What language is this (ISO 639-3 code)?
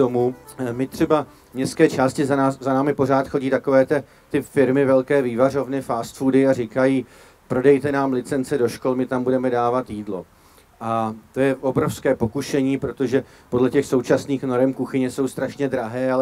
ces